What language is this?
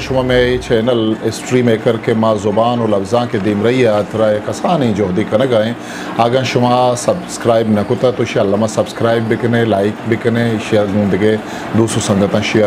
Eastern Balochi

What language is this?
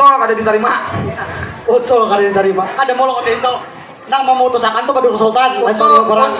Banjar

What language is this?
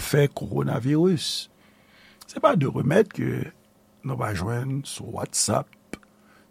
Haitian Creole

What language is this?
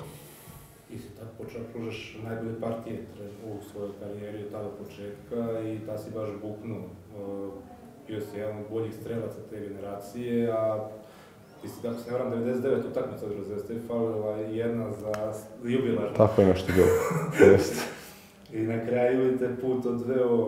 Serbian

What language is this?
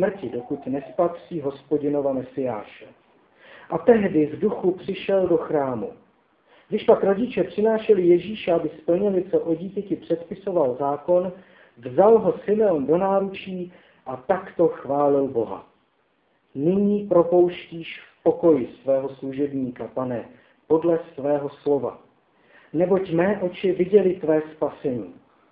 Czech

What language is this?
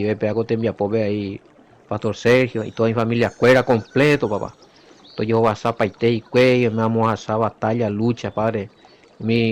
Guarani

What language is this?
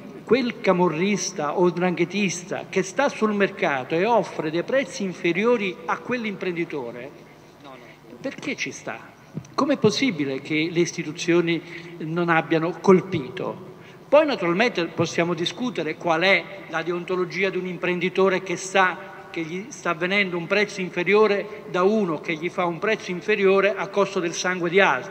Italian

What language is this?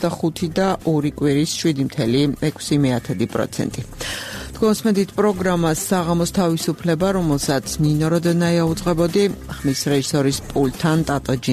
Georgian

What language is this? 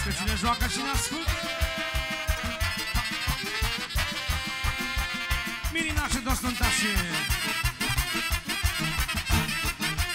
Romanian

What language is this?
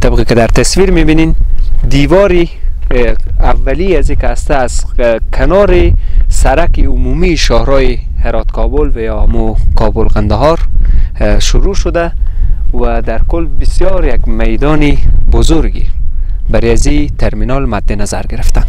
Persian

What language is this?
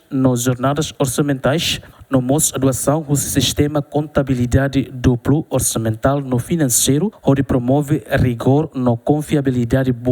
Tetum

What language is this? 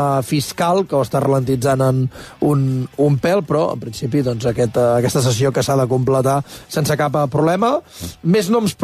Catalan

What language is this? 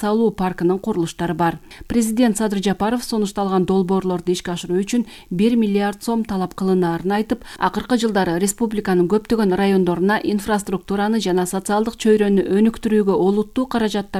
Kyrgyz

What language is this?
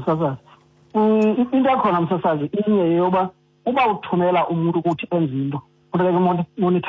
Xhosa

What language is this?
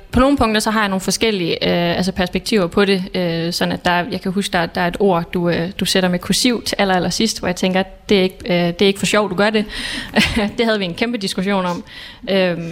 Danish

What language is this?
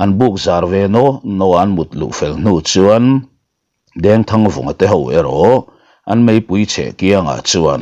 Mizo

